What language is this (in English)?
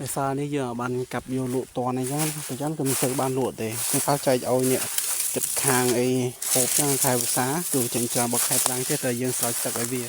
Khmer